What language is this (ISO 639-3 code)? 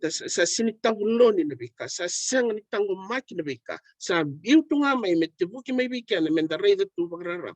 fij